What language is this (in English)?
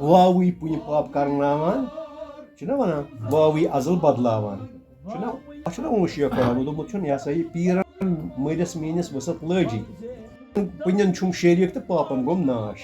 Kashmiri